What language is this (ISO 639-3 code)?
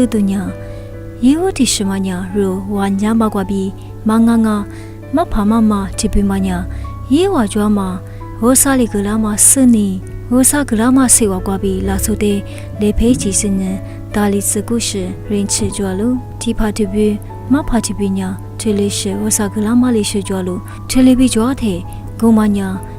lis